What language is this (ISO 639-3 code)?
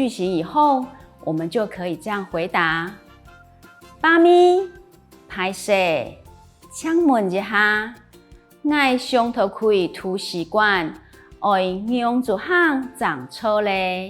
hak